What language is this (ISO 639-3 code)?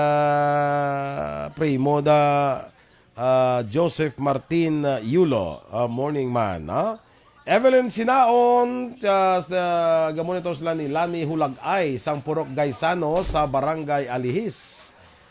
hil